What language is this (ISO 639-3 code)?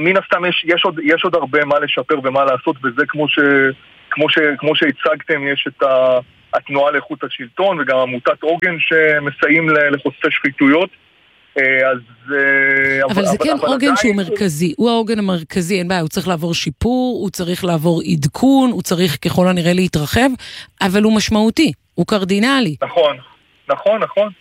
heb